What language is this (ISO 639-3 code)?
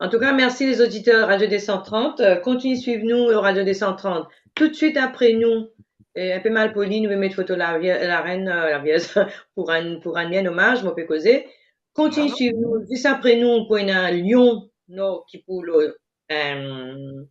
mfe